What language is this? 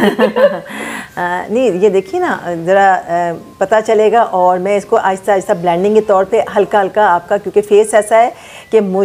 Hindi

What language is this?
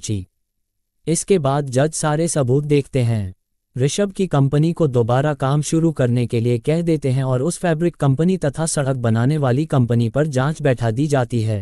Hindi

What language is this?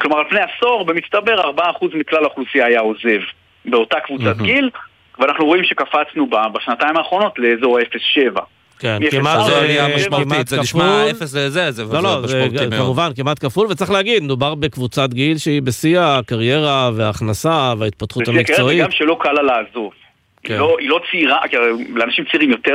Hebrew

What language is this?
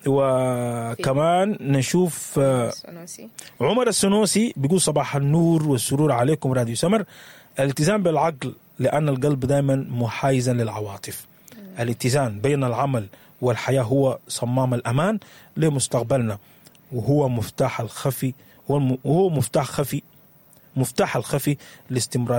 Sudanese Arabic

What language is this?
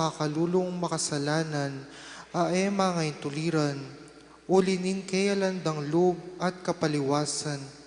Pampanga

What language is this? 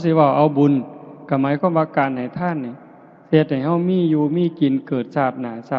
Northeastern Thai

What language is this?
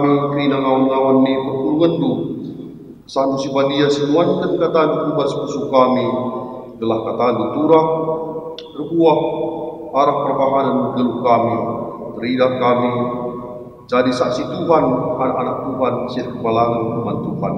Batak Karo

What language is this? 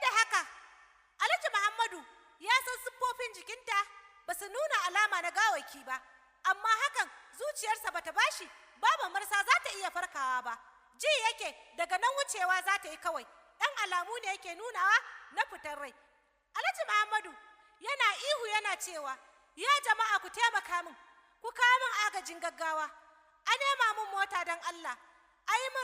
Hausa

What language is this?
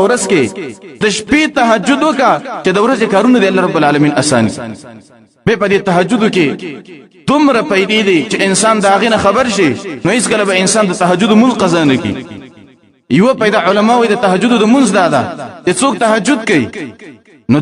Pashto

